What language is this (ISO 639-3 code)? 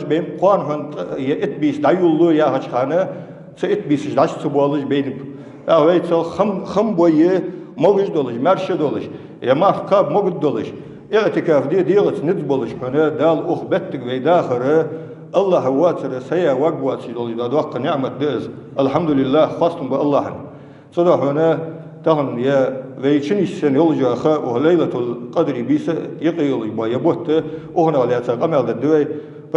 inh